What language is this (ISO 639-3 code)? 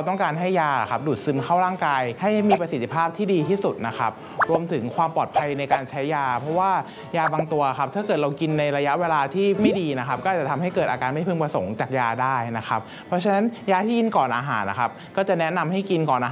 tha